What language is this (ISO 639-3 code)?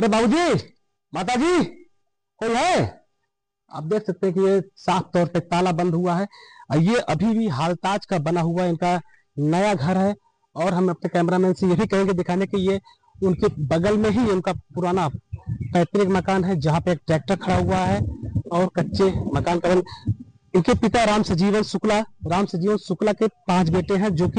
hin